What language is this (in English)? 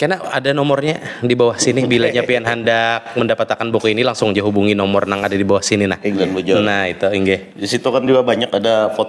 Banjar